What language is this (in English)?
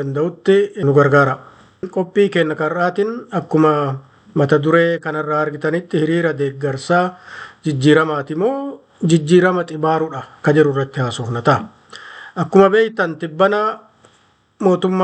Oromo